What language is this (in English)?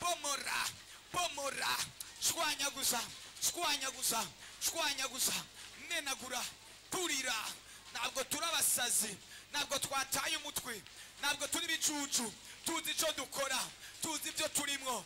Rundi